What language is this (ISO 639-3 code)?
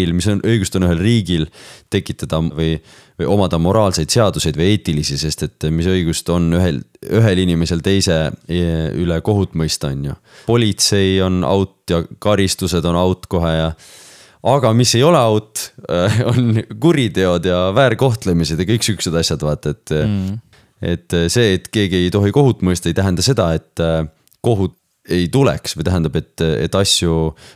est